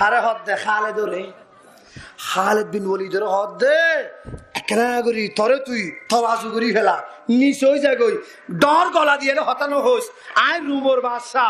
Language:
Rohingya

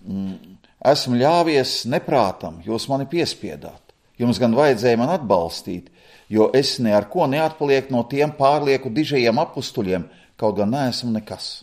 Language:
Latvian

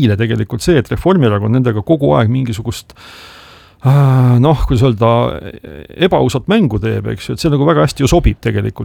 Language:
Estonian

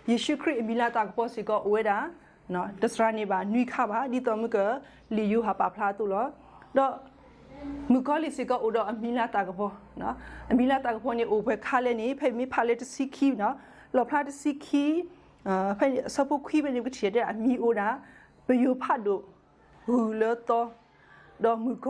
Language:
S'gaw Karen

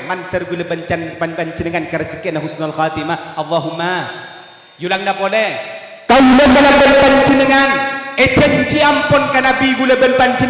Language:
Madurese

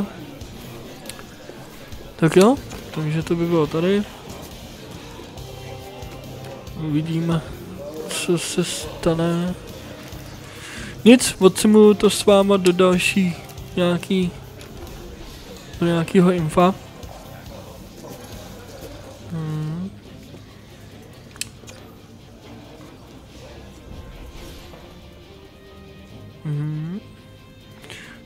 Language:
Czech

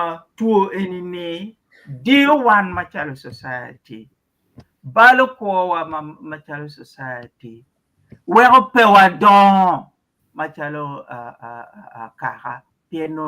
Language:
Acoli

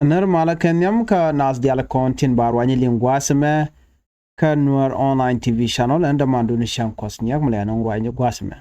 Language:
Nuer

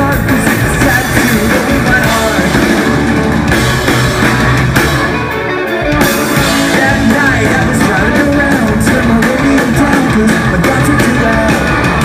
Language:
English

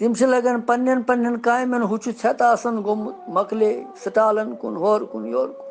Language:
Kashmiri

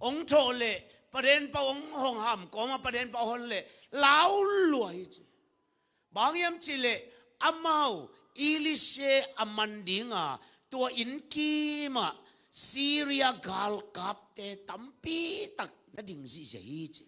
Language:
Tedim Chin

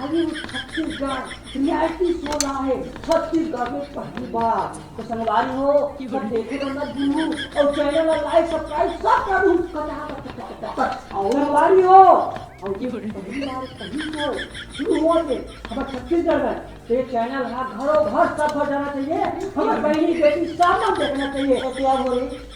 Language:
Chhattisgarhi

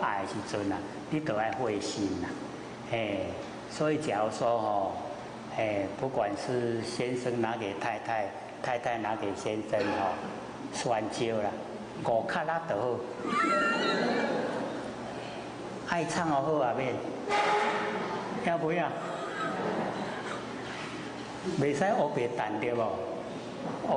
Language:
Chinese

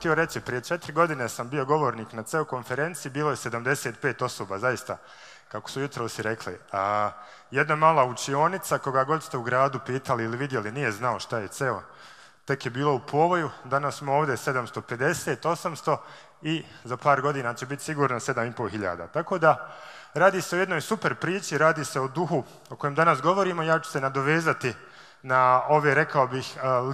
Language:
Bosnian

